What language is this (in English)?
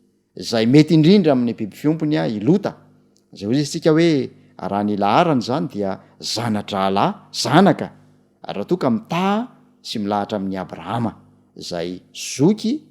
Malagasy